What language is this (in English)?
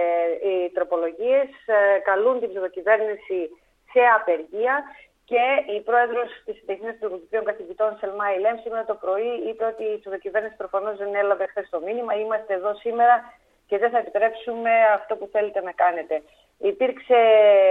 Greek